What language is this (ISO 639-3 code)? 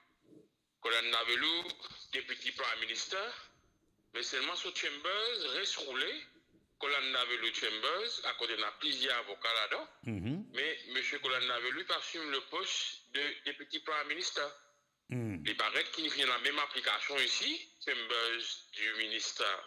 mfe